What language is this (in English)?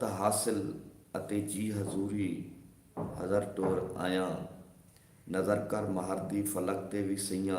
Saraiki